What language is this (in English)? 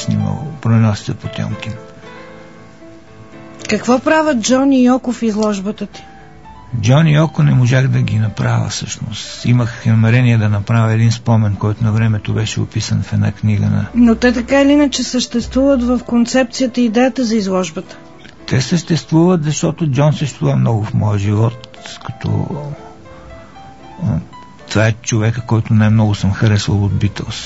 Bulgarian